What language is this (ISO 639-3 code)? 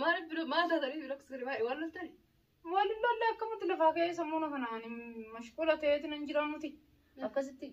orm